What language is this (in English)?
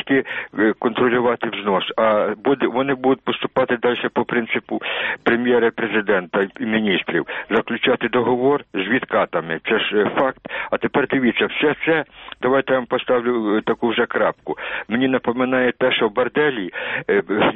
Ukrainian